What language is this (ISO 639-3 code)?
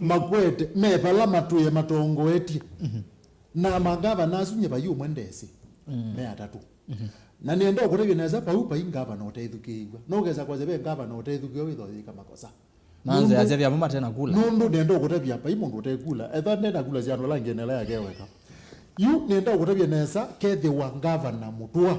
kam